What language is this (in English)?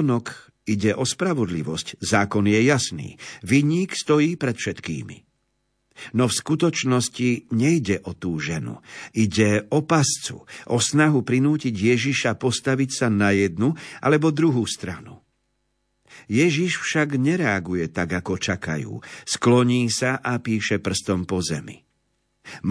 Slovak